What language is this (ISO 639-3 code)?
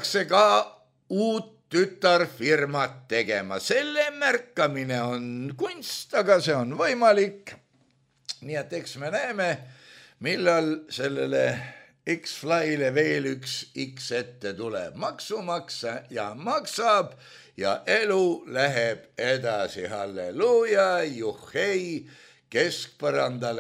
est